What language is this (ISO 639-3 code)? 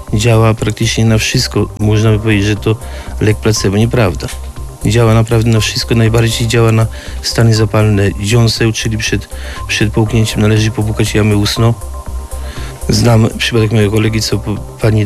pol